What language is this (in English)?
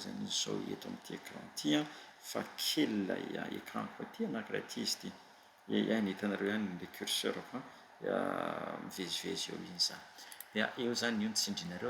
Malagasy